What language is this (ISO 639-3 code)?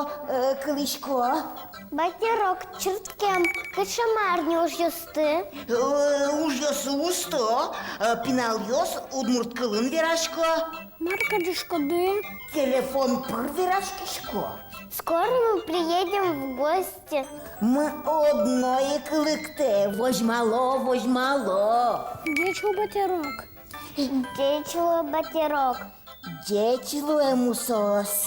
udm